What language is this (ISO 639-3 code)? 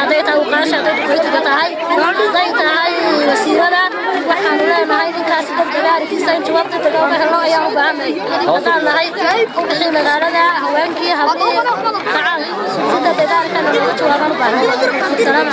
som